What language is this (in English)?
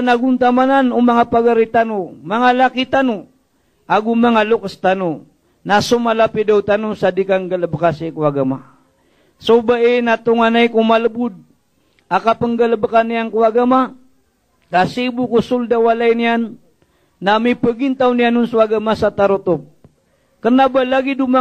Maranao